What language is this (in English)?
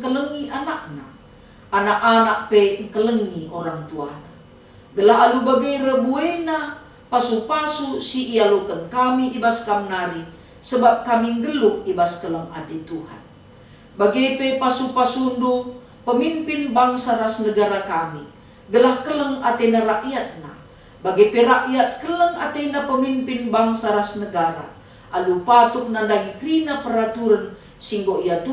Batak Karo